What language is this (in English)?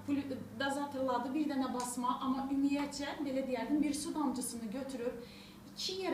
Azerbaijani